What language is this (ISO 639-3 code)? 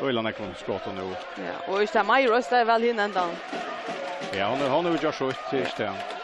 fao